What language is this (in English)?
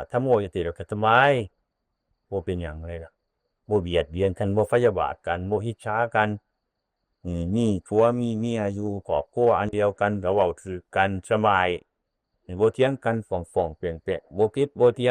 Northeastern Thai